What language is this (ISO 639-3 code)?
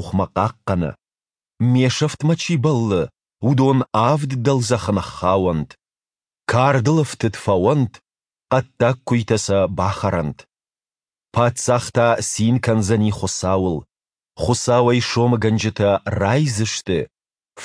oss